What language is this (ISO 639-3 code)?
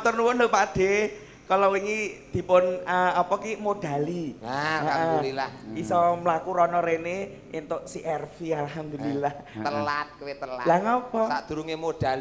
jav